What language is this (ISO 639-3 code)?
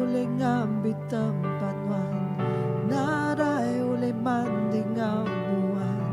iba